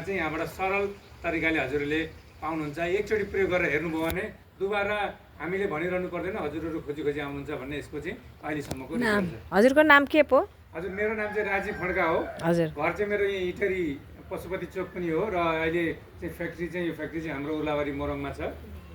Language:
Nepali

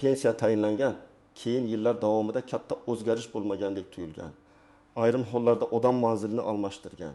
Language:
Uzbek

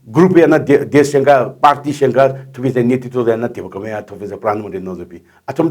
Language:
Newari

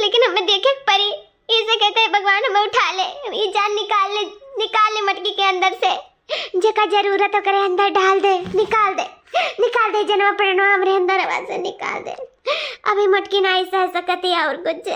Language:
Awadhi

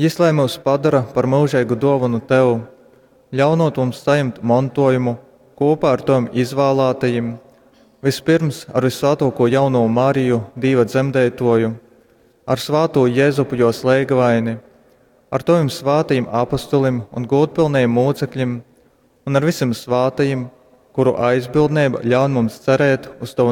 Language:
Latgalian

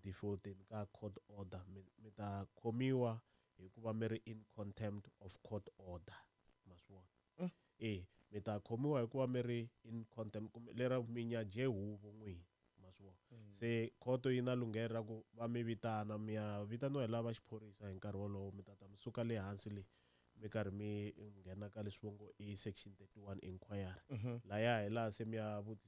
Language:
Tsonga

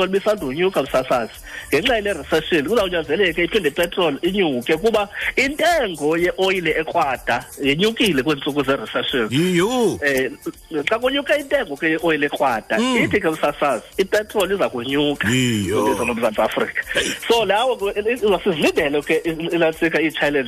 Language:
Xhosa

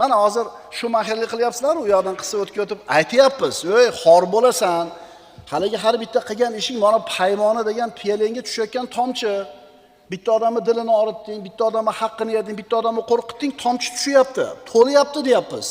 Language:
Uzbek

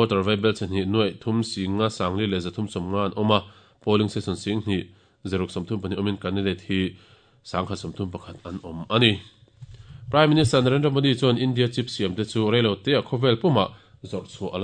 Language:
Mizo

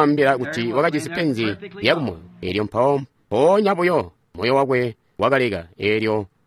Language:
Tonga (Zambia)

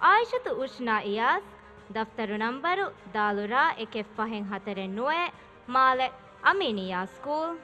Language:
Divehi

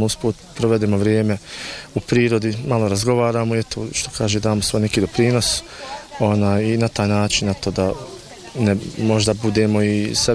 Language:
Bosnian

